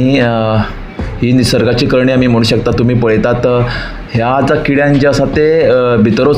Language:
Konkani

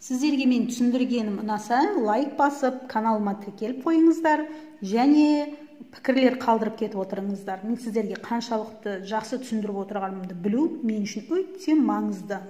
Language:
Kazakh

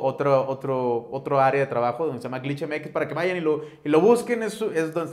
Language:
Spanish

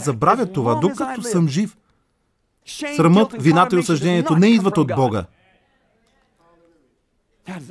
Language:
Bulgarian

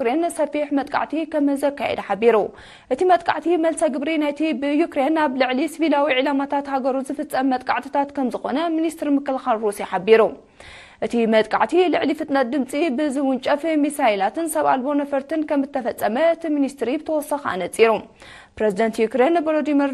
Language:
Tigrinya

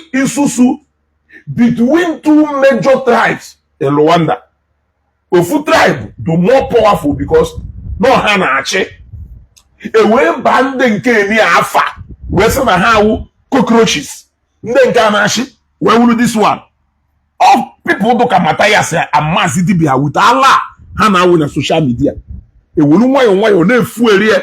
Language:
Igbo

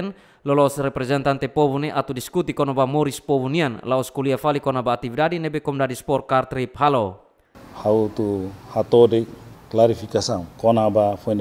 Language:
Tetum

